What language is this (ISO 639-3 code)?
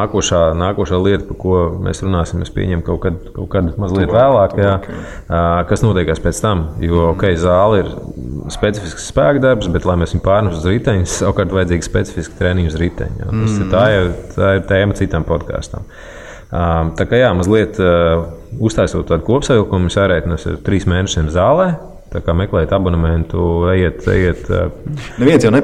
lav